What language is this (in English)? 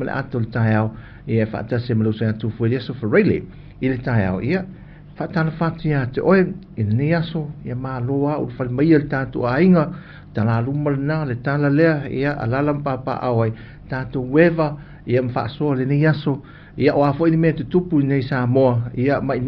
Samoan